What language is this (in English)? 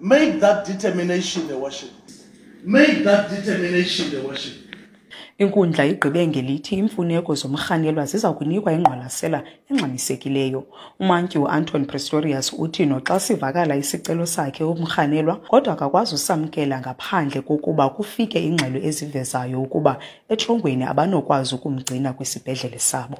Xhosa